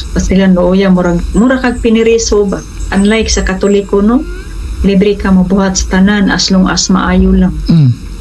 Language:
Cebuano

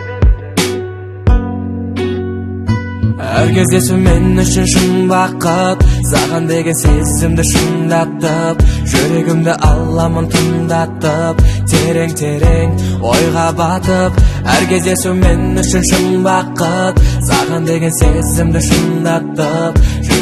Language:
Kazakh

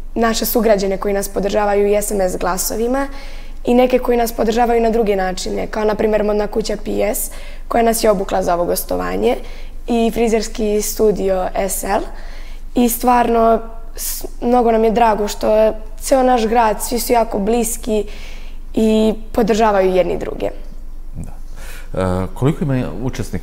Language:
Serbian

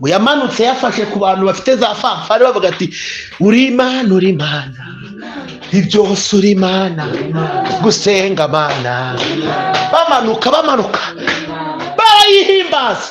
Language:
Kinyarwanda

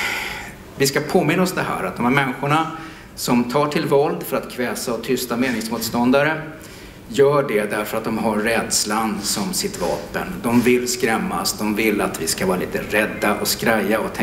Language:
Swedish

